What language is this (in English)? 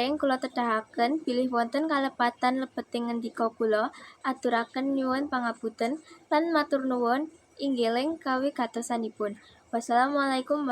Javanese